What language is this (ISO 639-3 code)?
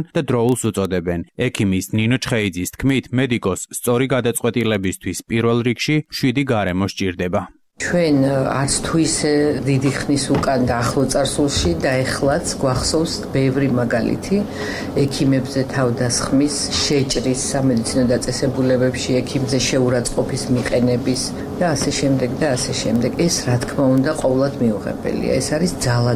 kat